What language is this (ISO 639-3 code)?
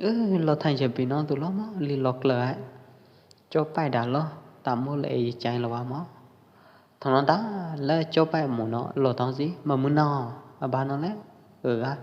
kjp